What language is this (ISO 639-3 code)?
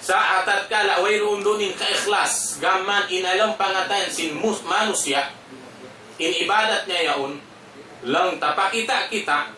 tsg